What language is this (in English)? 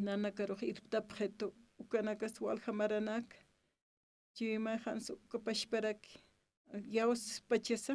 Aymara